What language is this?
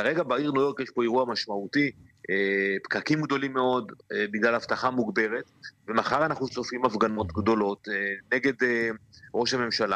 Hebrew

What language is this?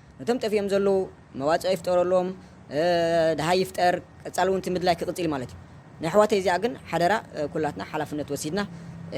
Tigrinya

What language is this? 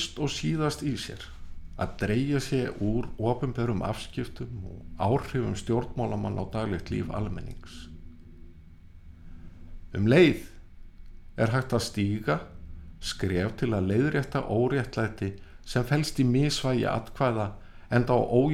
Icelandic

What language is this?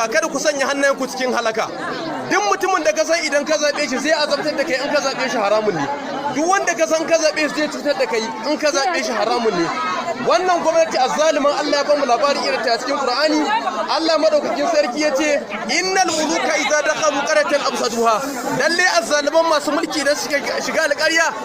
Hausa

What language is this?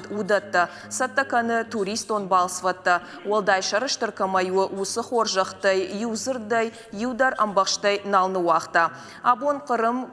Ossetic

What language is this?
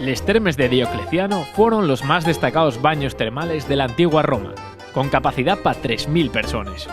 Asturian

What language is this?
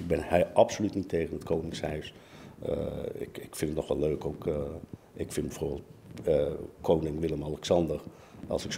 Dutch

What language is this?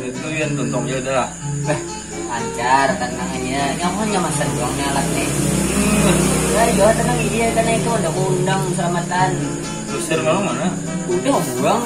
Banjar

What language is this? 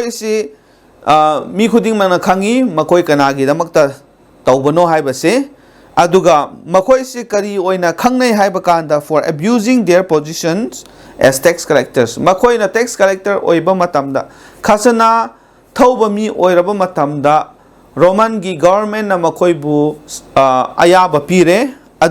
Manipuri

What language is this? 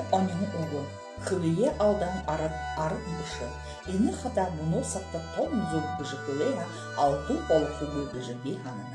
Buriat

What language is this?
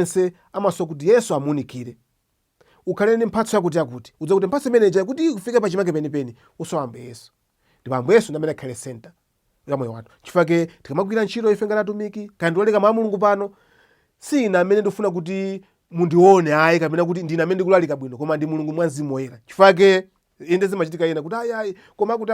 Nyanja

